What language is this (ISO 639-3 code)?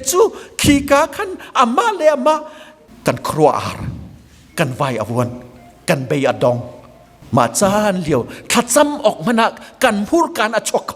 cnh